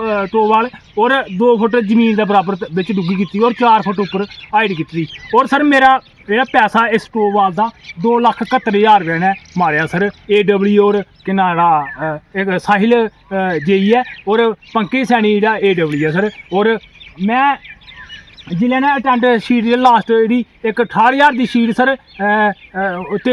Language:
Dogri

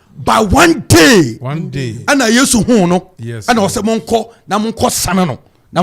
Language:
Akan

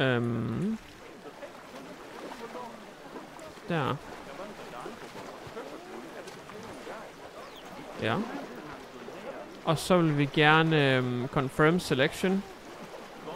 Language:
Danish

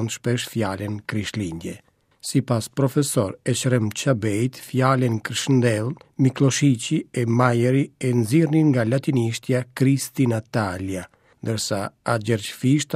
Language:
Albanian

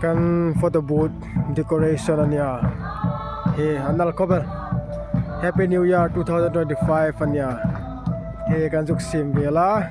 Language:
Hmar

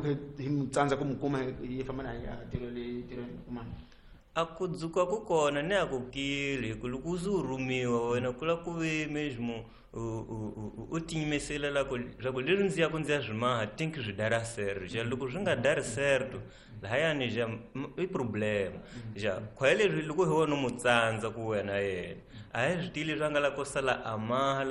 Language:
Tsonga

